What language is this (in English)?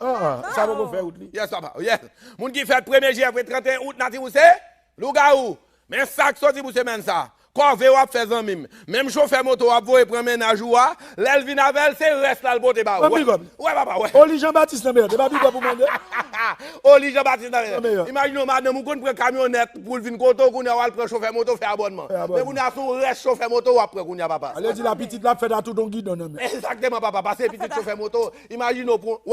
Haitian Creole